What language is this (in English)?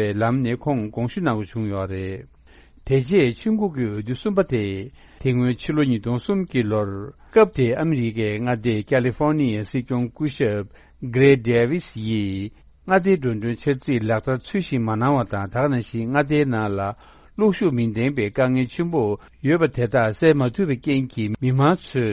Tibetan